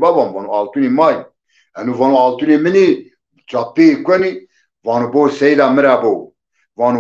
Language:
Zaza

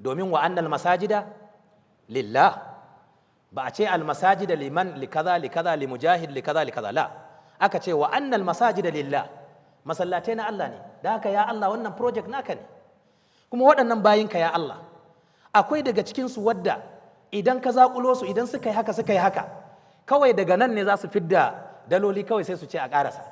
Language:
Hausa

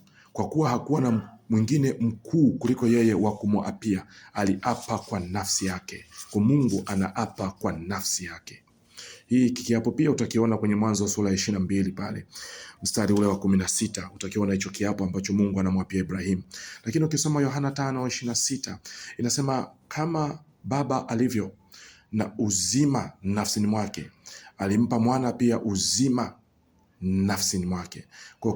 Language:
Swahili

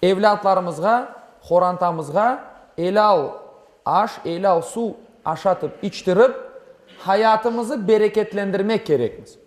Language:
Crimean Tatar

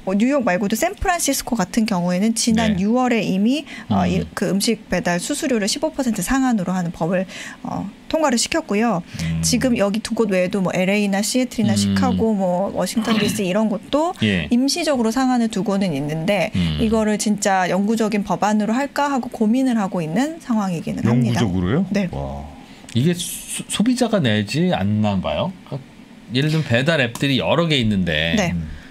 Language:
Korean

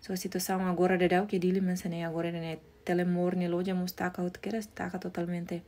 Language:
Tetum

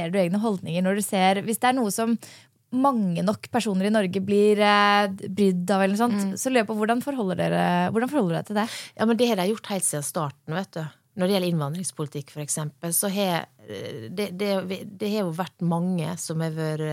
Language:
Norwegian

